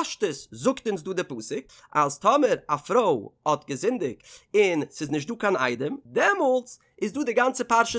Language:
Yiddish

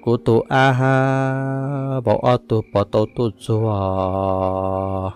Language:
Hmong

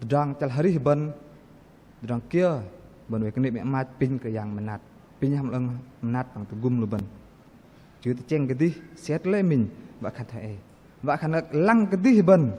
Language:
Bahnar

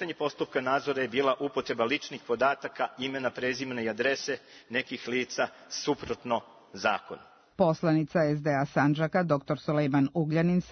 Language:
Serbian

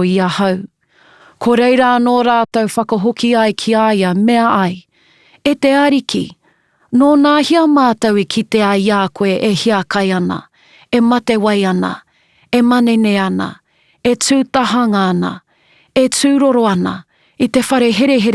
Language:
Māori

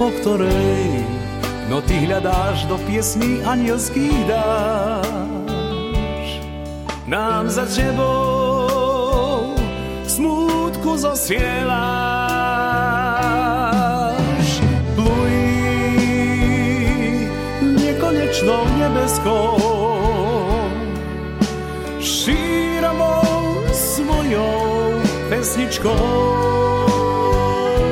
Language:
Slovak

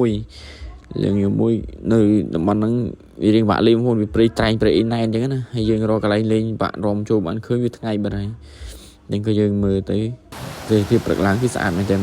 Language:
Khmer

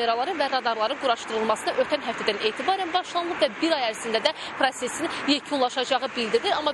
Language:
Azerbaijani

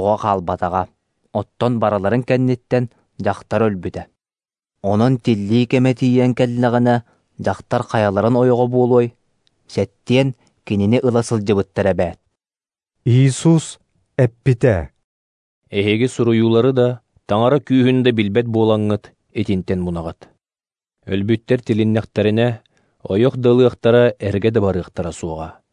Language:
Yakut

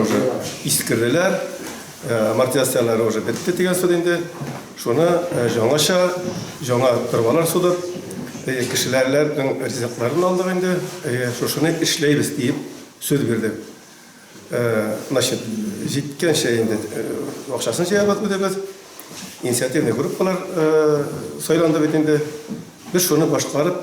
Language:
Tatar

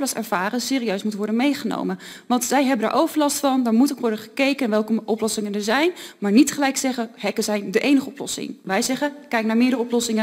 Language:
Dutch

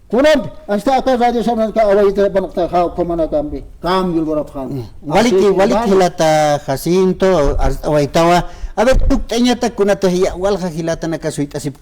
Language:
Aymara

